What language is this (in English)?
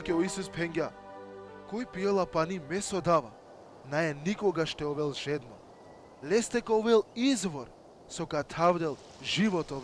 Balkan Romani